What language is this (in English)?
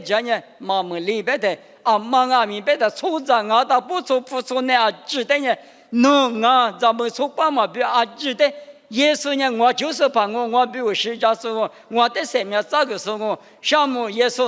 Lisu